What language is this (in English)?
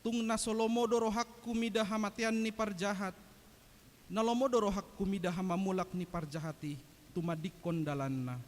Batak Toba